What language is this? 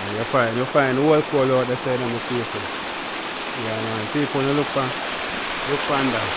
Jamaican Creole English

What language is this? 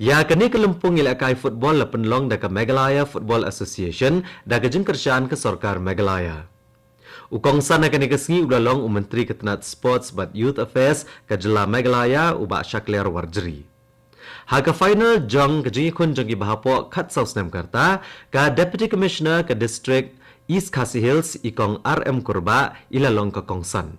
Khasi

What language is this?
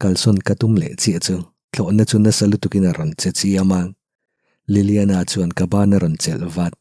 Mizo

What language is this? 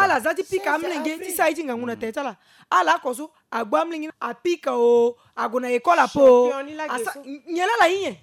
Sango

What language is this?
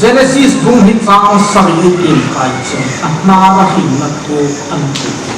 Hmar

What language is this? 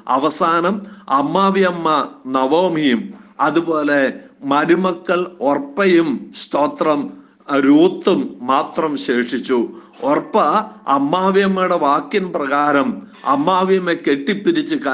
Malayalam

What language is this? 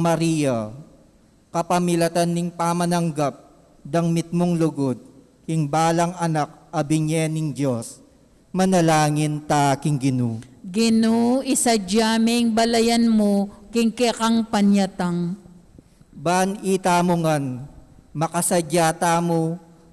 Pampanga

